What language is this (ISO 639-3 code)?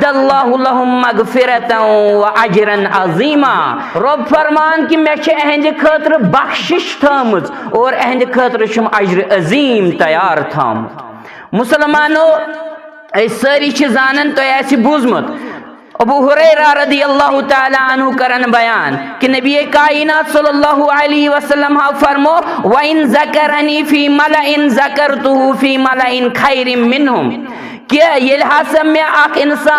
kas